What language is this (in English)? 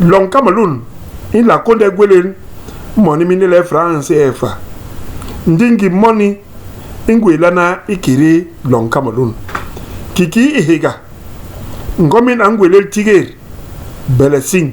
Basaa